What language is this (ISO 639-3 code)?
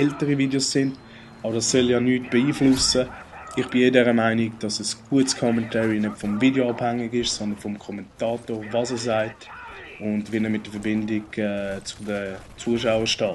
gsw